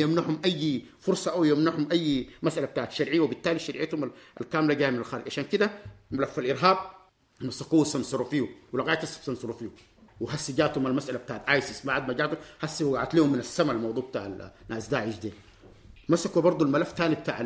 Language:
Sudanese Arabic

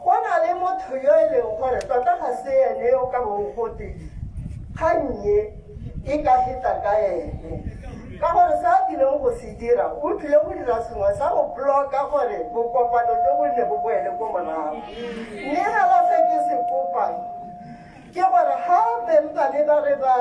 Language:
Tswana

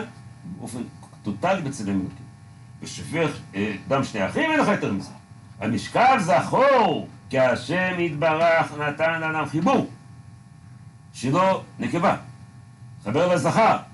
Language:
Hebrew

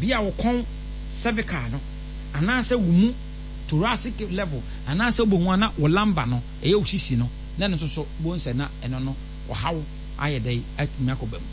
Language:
Akan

